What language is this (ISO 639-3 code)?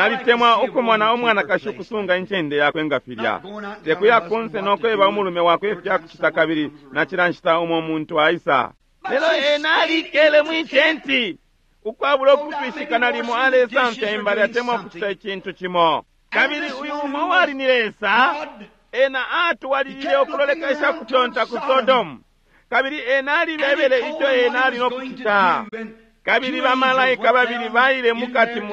bem